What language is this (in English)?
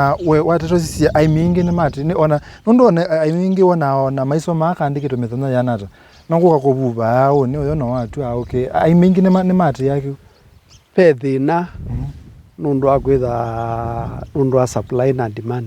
Kamba